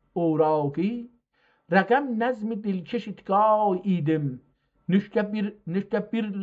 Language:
South Azerbaijani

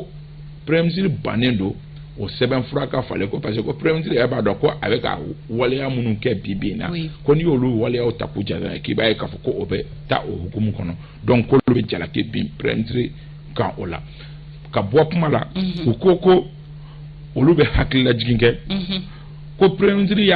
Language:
Bambara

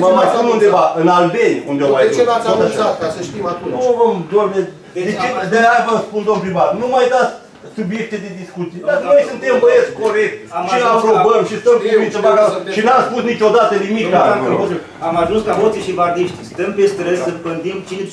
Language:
Romanian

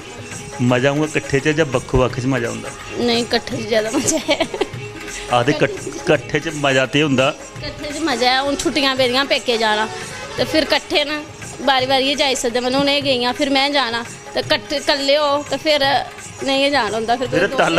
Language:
Dogri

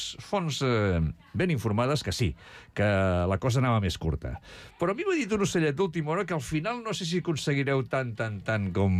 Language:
Catalan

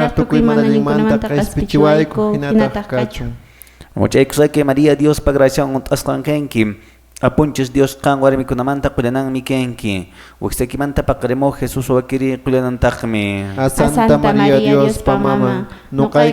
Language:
Quechua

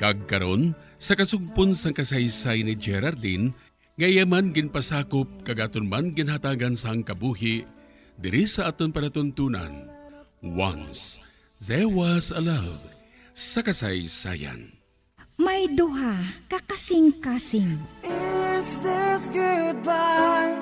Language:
Hiligaynon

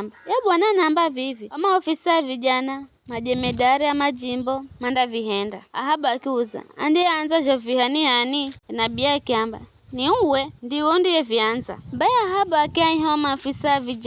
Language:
Giryama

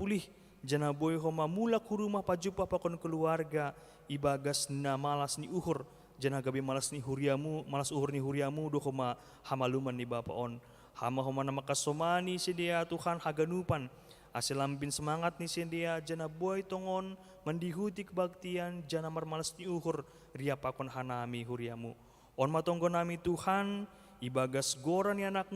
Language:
Batak Simalungun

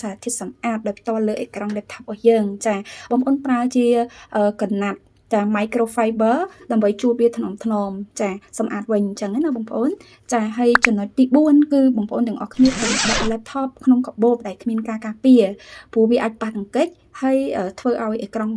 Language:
Khmer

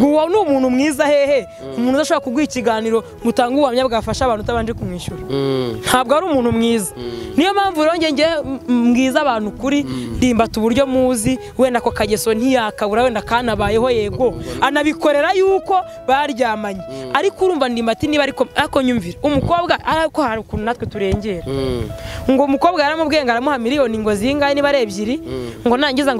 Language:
Kinyarwanda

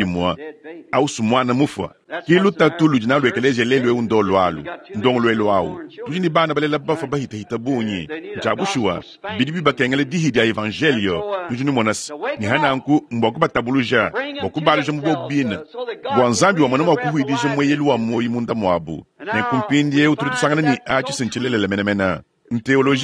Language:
Luba-Lulua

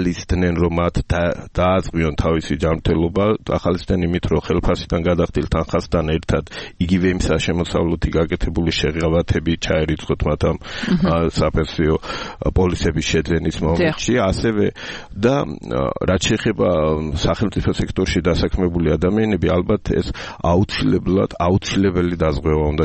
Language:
Georgian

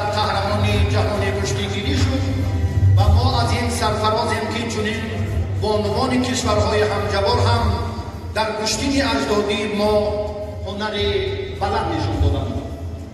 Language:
Tajik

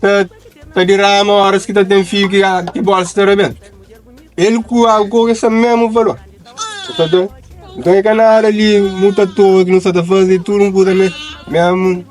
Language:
Kabuverdianu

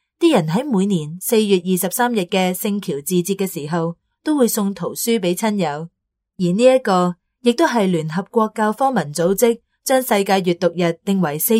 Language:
Cantonese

